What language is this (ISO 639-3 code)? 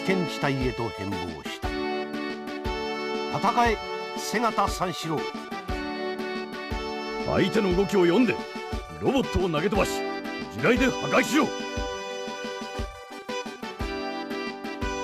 jpn